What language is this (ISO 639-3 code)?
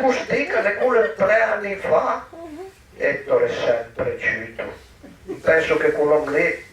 pms